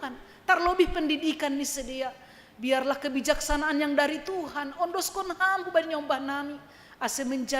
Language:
Batak Simalungun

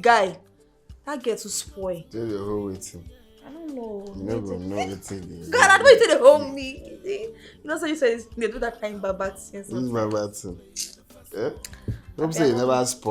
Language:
Nigerian Pidgin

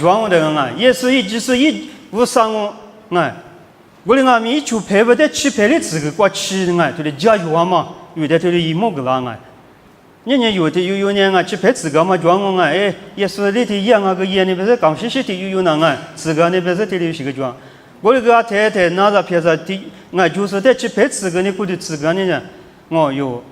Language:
Lisu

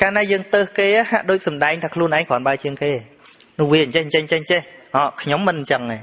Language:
Khmer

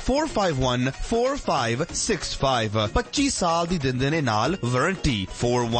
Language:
Punjabi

